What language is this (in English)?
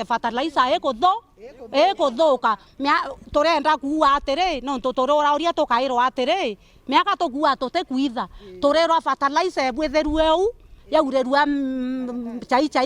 Meru